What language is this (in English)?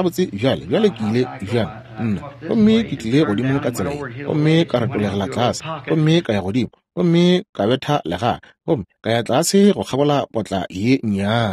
Northern Sotho